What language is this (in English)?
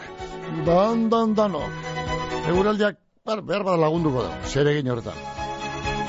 Basque